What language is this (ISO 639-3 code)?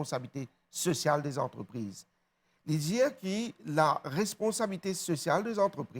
mfe